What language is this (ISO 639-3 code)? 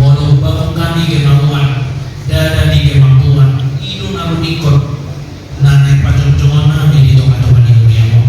bbc